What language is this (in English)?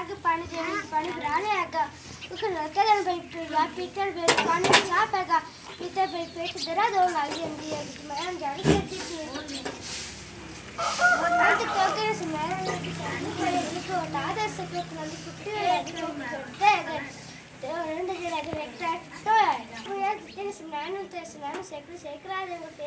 Punjabi